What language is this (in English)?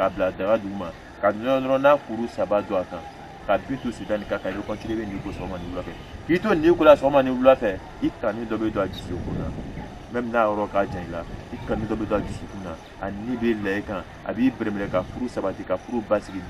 Bambara